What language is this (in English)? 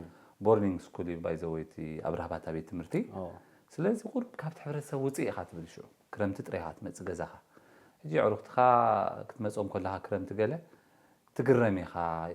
Tigrinya